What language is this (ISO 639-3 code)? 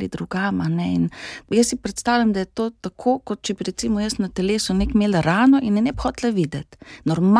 slv